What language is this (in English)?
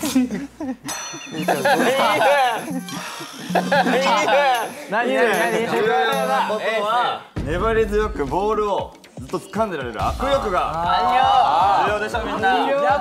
Japanese